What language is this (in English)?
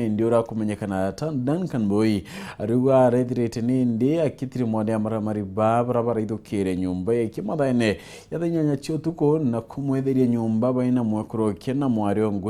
Meru